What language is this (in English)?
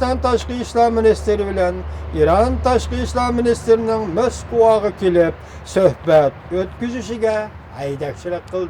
Uyghur